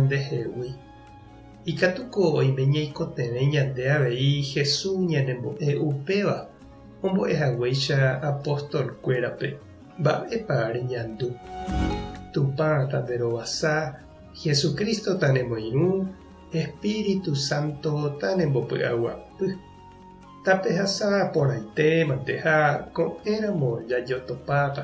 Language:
Guarani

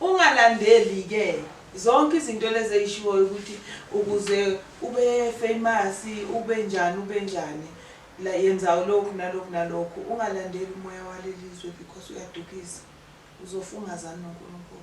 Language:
Zulu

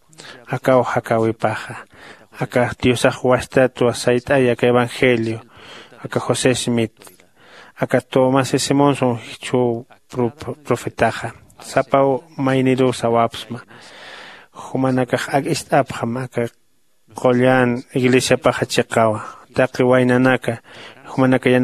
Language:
Aymara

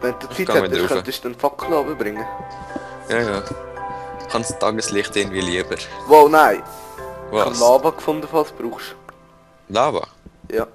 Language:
Swiss German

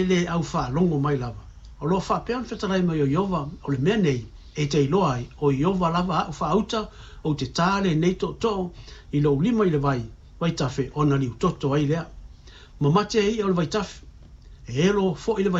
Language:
Samoan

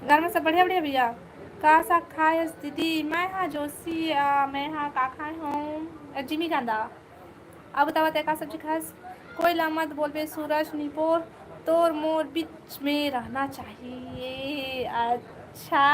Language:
Chhattisgarhi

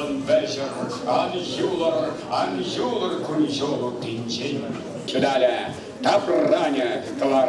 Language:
Chuvash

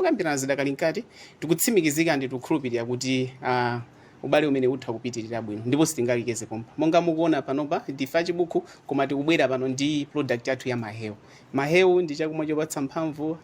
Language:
Nyanja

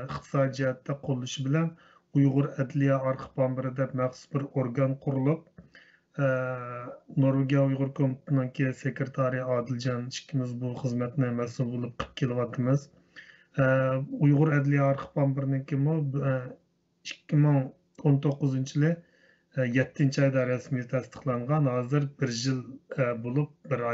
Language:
Uyghur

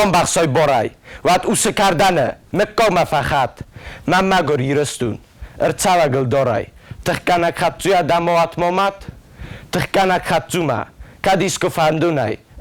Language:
Ossetic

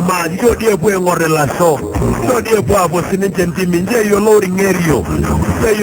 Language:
Masai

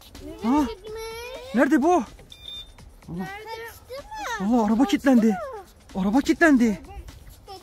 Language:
Turkish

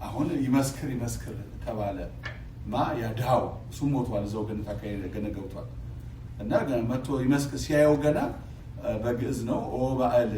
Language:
Amharic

